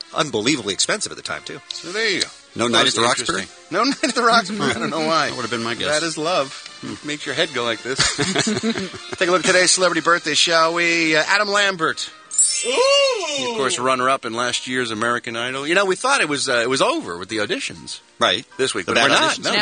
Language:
English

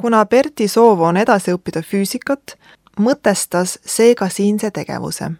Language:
Estonian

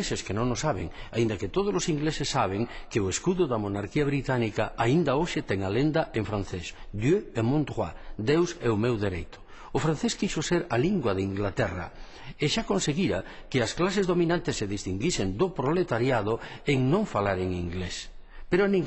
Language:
Galician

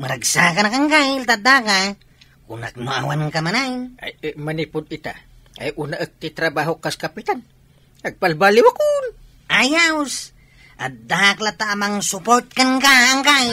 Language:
Iloko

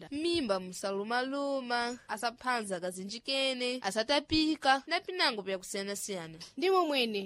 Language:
Sena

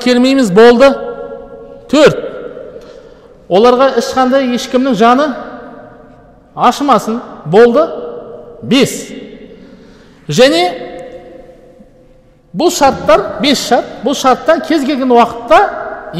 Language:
Kazakh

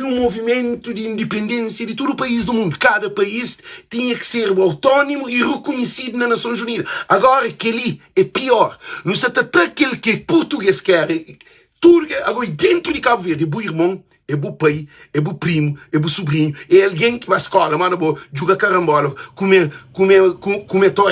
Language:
Kabuverdianu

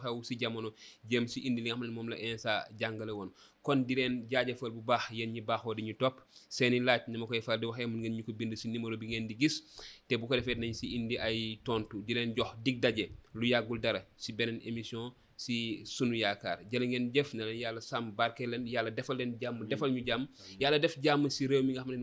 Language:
Wolof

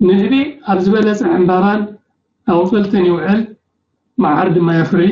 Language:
Tigrinya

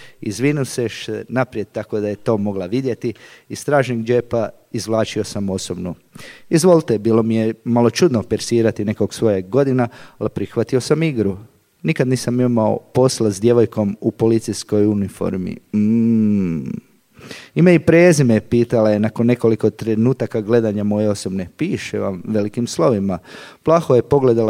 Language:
Croatian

